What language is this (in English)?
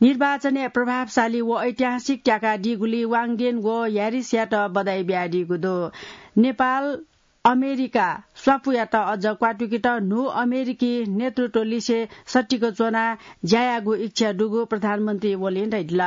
Newari